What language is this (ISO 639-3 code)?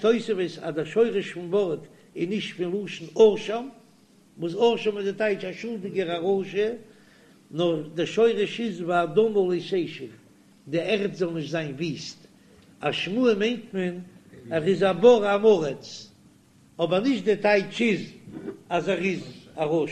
yid